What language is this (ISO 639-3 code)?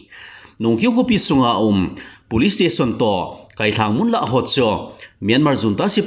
tcz